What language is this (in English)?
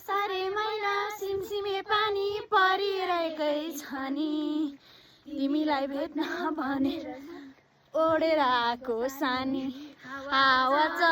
Nepali